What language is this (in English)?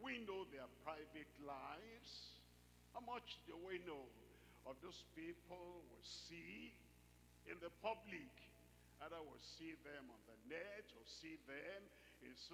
English